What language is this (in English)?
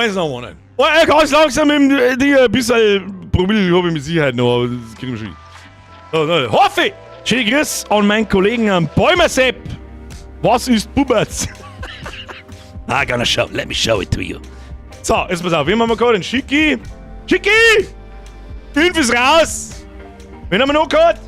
Bavarian